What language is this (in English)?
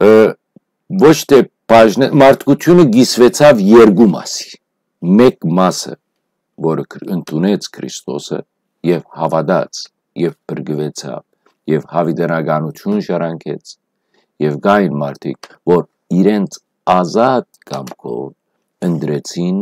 Western Armenian